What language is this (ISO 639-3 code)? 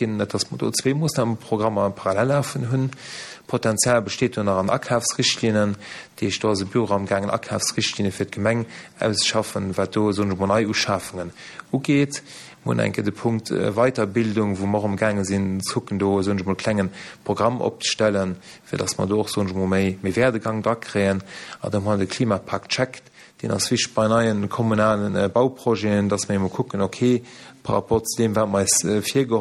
ltz